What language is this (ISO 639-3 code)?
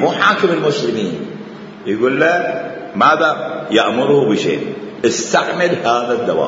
acm